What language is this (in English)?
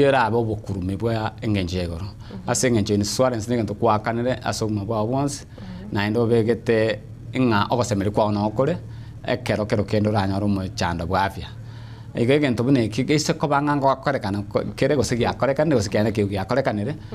Gusii